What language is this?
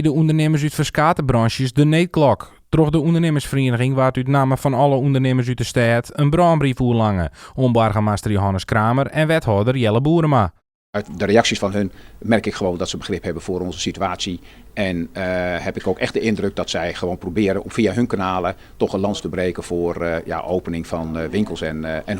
Western Frisian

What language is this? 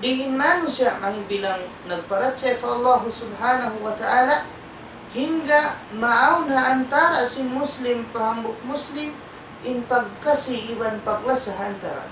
Tausug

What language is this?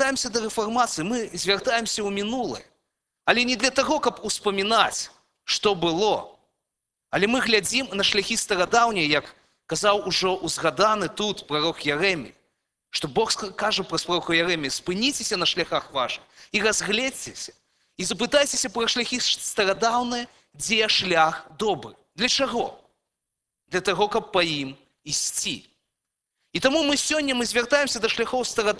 Belarusian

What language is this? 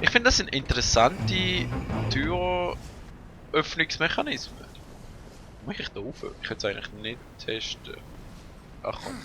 Swiss German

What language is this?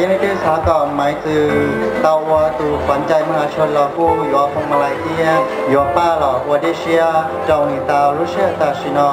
Hmong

